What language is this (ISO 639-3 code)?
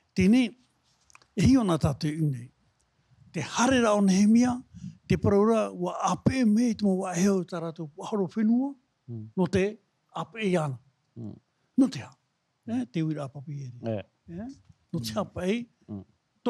tah